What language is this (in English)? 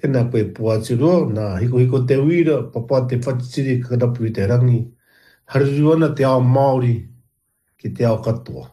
Māori